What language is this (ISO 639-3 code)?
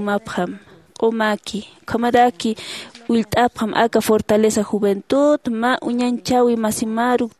aym